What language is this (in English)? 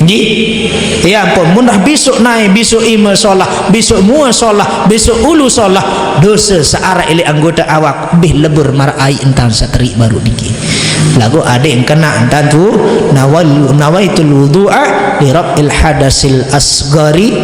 Sasak